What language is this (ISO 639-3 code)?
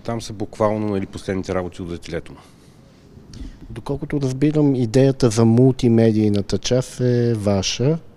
bul